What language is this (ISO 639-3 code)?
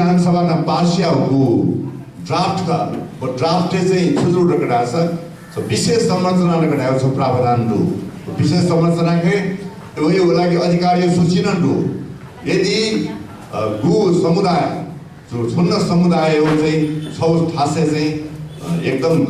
new